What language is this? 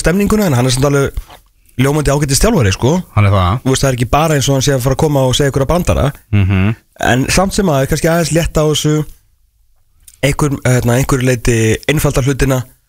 Icelandic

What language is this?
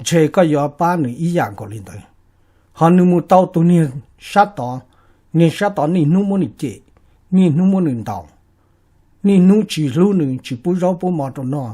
Hmong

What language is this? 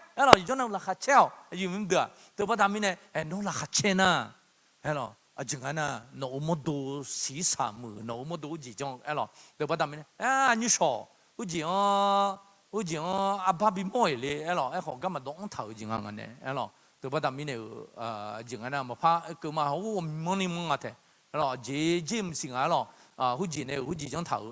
Akha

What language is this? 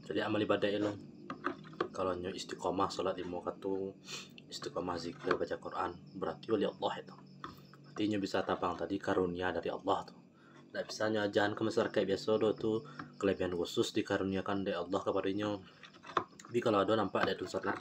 Minangkabau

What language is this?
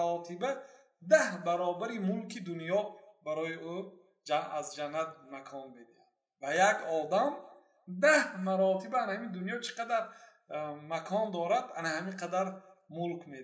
Persian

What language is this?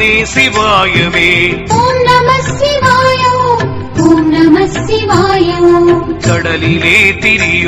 Tamil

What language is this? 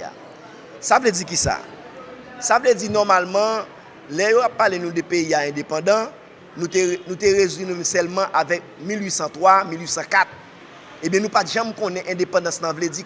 Haitian Creole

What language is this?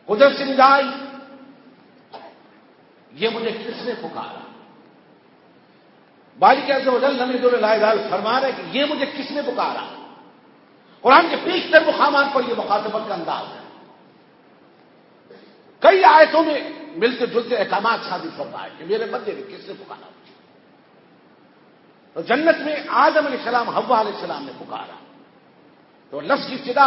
Urdu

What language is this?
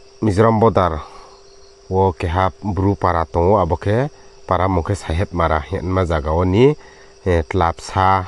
Riang (India)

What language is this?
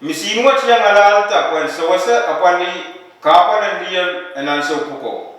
Pohnpeian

